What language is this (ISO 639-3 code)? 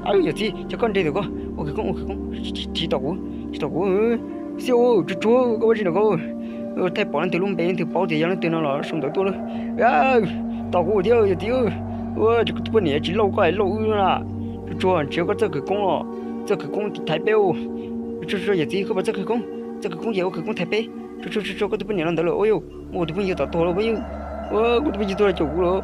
hmn